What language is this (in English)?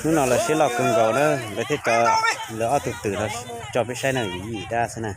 Hmong